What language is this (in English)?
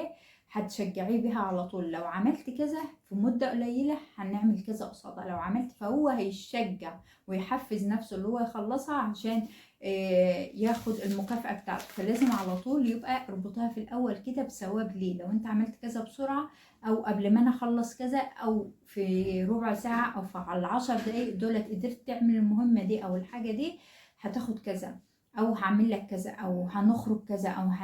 Egyptian Arabic